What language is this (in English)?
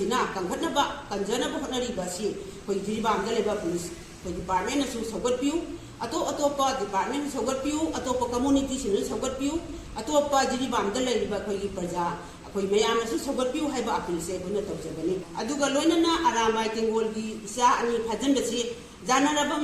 Manipuri